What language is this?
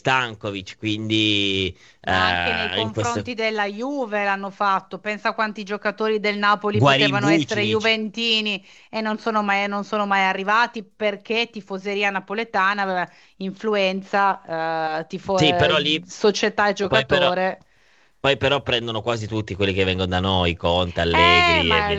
Italian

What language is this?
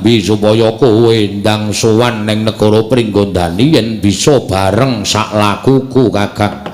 Javanese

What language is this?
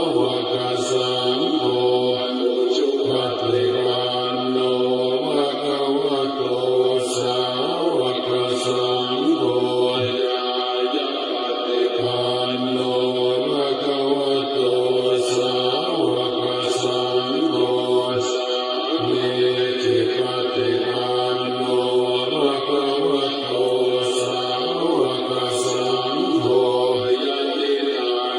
Pali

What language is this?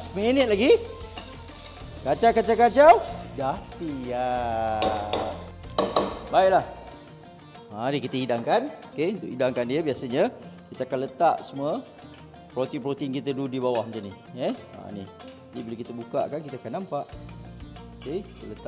Malay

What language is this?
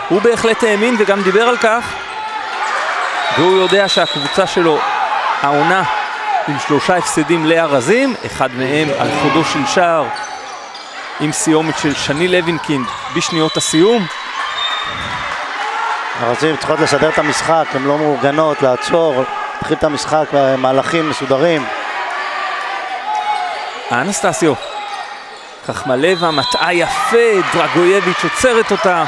Hebrew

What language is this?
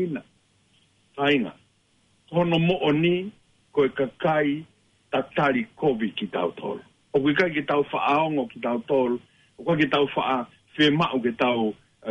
Tongan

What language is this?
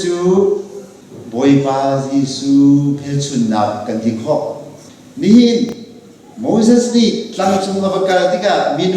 Hakha Chin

